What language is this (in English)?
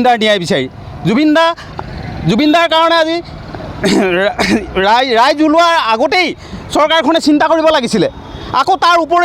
Assamese